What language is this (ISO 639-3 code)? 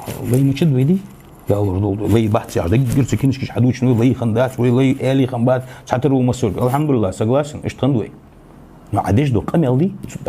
inh